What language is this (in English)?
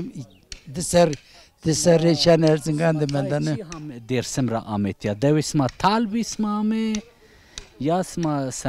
Zaza